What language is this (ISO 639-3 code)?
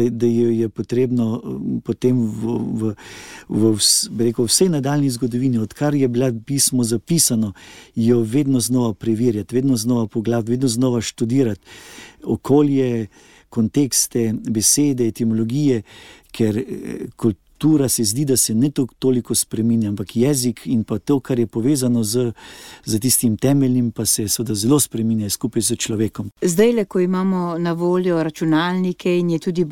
slv